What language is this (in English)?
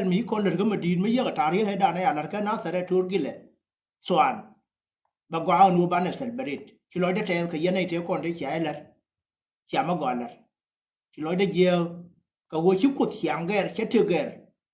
Nuer